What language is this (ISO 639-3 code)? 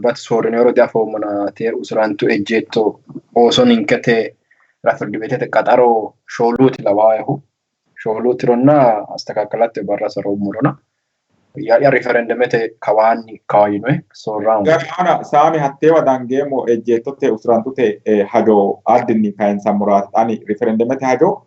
sid